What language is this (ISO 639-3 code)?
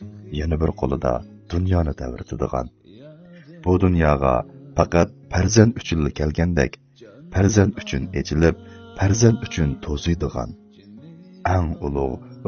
uig